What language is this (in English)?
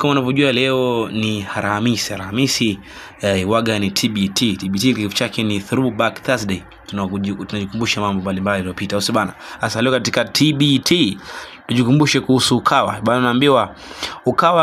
Swahili